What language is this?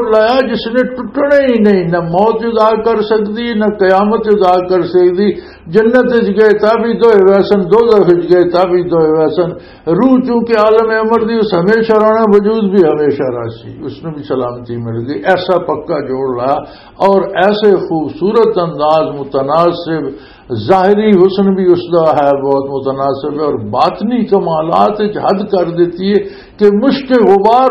Western Panjabi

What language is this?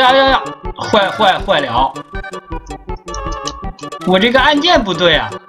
Chinese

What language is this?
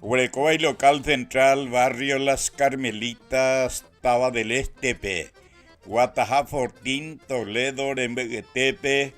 Guarani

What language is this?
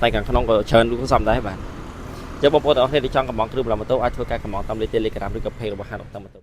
Khmer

